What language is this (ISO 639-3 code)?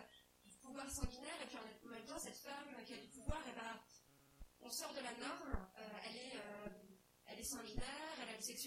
fra